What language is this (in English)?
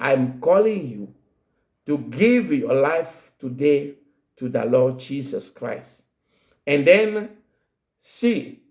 Ewe